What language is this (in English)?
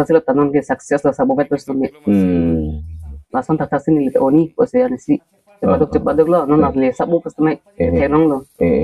Karbi